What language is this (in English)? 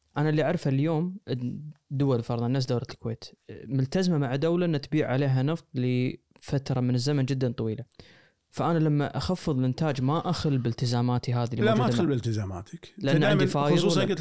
Gulf Arabic